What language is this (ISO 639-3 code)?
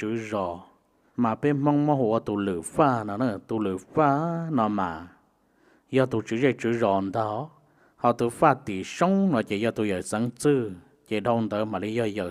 hmn